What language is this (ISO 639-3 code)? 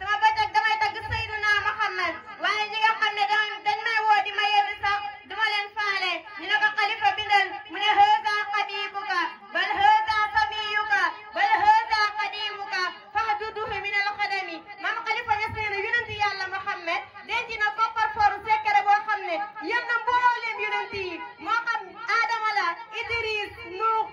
wol